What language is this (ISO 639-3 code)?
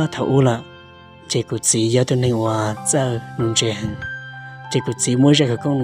hmn